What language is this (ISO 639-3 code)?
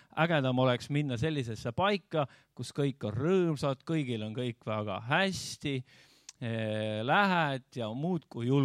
est